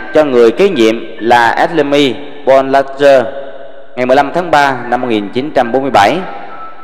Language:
Vietnamese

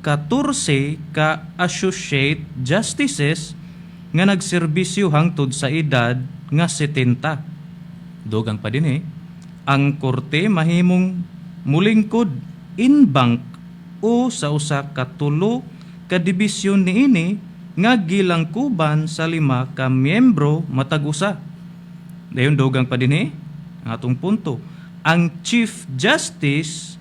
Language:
Cebuano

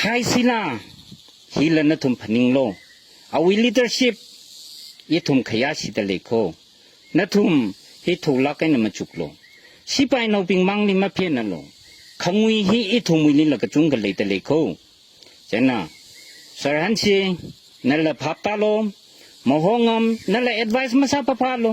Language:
Tangkhul Naga (India)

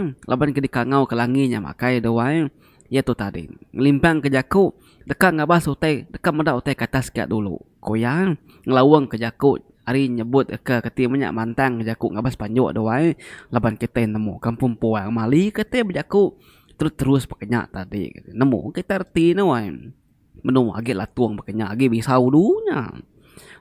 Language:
Iban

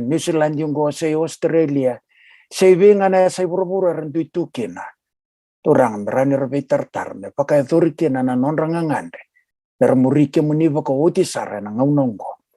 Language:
Fijian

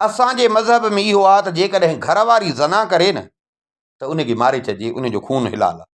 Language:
Sindhi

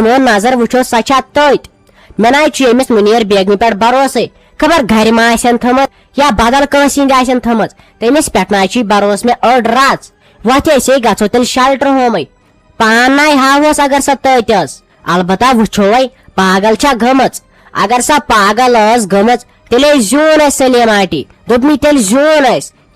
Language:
Kashmiri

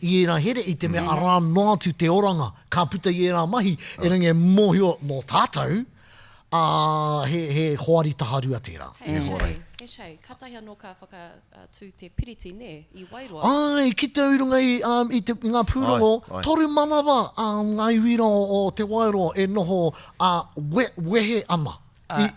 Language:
Māori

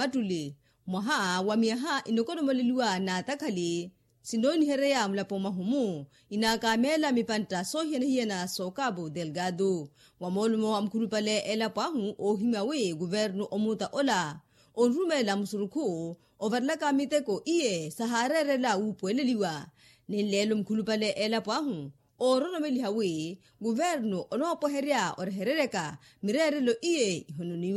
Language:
Makhuwa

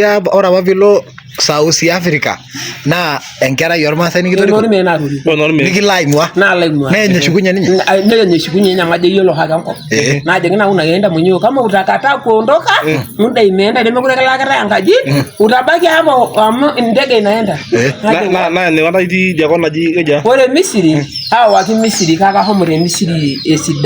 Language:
Masai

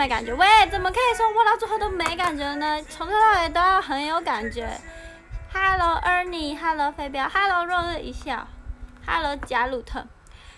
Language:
Chinese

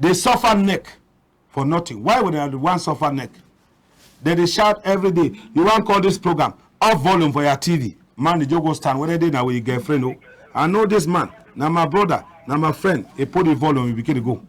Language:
Cameroon Pidgin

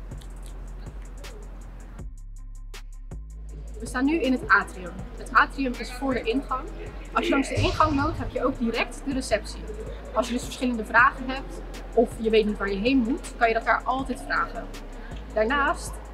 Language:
Dutch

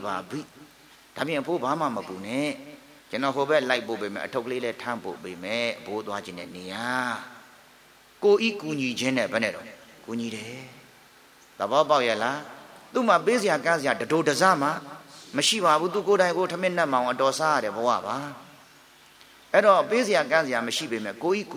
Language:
Burmese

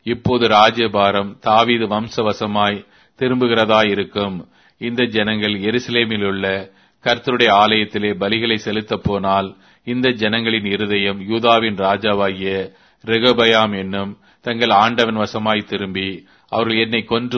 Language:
Tamil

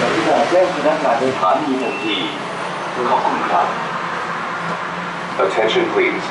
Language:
Lao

